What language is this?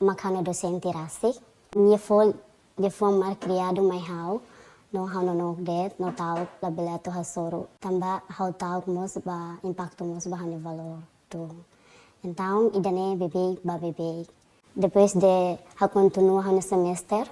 Tetum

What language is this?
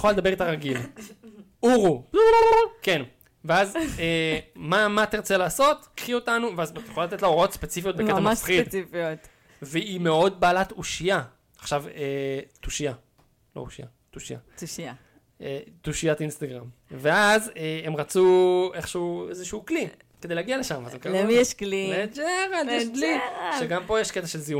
Hebrew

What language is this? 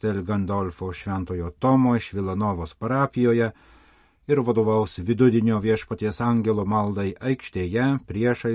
Lithuanian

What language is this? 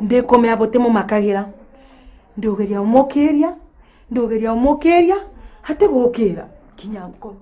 Meru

